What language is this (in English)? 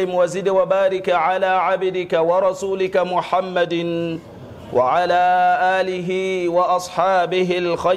Hausa